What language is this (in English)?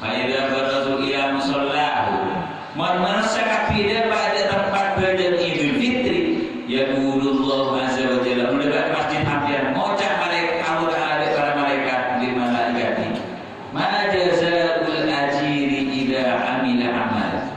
Madurese